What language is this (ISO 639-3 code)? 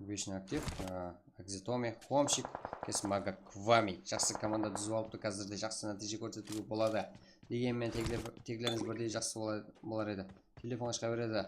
kaa